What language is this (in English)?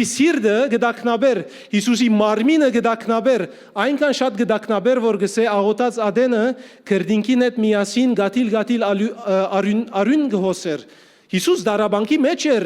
Western Armenian